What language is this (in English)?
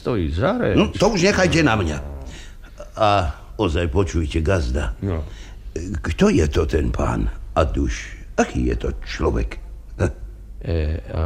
Slovak